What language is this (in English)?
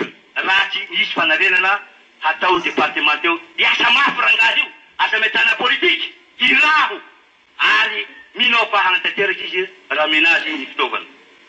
Malagasy